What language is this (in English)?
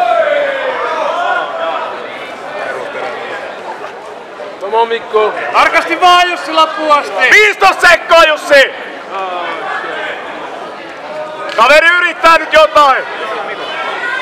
Finnish